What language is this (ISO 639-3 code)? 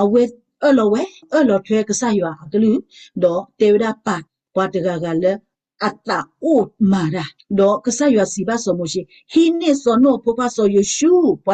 ksw